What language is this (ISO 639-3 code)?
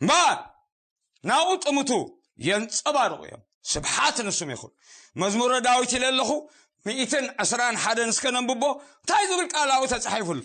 tir